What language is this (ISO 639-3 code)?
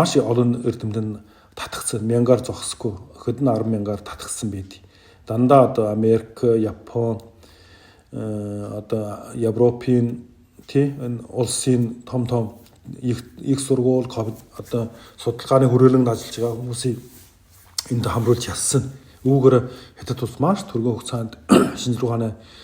mon